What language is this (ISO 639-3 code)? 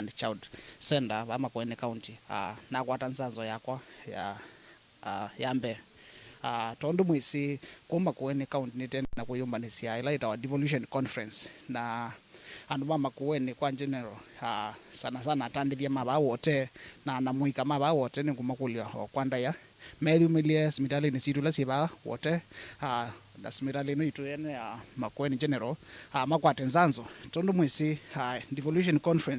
kam